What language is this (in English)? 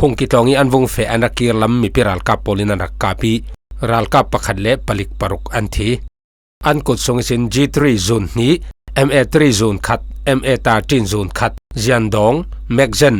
Falam Chin